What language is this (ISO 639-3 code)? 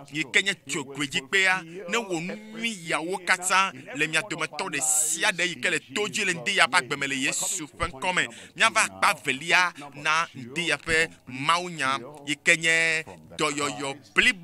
ewe